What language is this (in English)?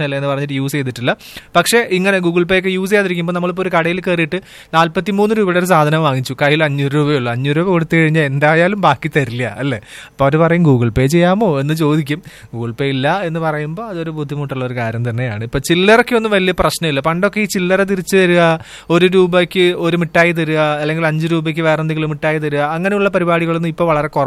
Malayalam